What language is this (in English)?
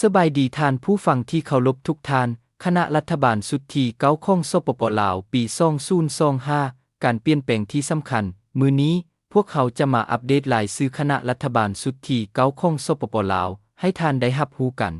Lao